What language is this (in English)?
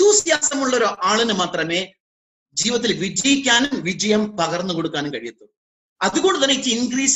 Malayalam